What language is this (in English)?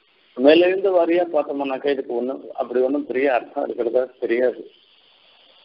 Tamil